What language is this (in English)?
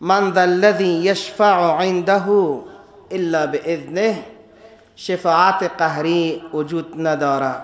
Persian